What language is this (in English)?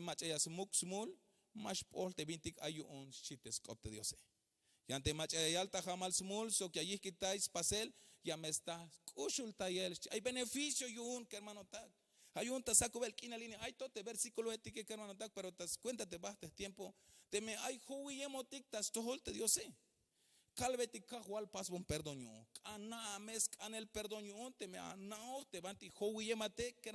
Tzeltal